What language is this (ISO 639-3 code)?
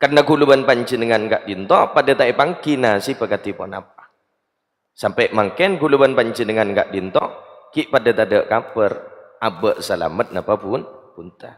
mad